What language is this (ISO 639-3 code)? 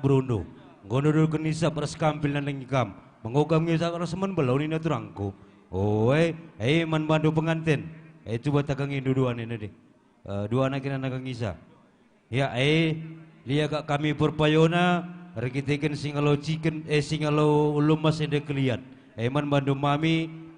btx